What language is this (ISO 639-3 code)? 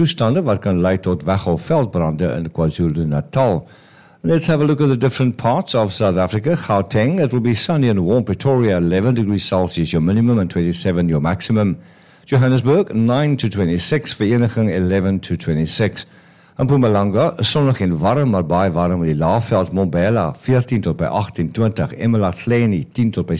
afr